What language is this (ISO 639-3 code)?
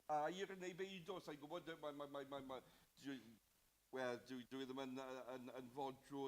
cym